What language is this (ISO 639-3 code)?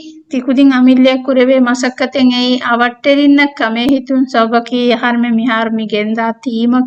div